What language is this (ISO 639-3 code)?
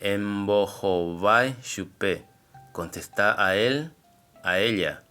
grn